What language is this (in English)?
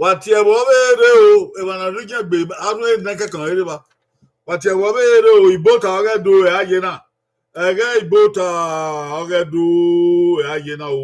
Bini